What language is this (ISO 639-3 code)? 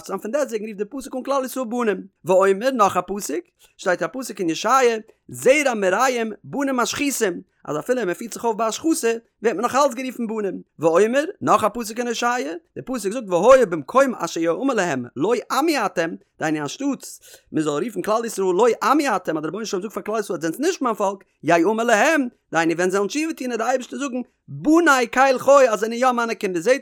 yid